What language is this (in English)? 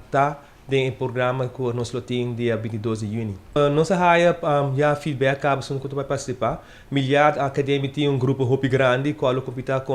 Papiamento